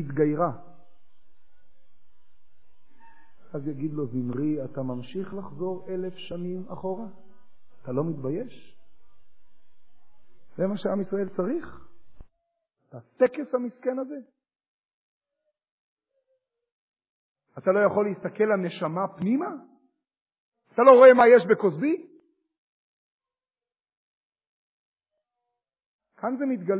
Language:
Hebrew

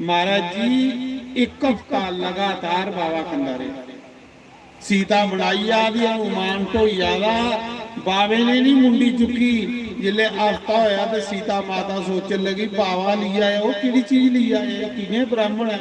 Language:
Dogri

